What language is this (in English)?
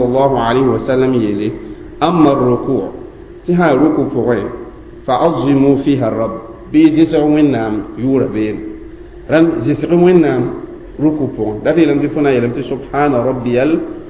Mossi